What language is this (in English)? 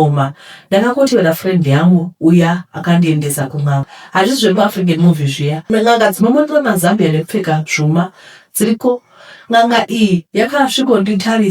Shona